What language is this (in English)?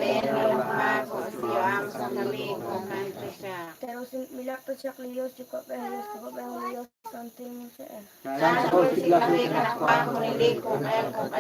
Kekchí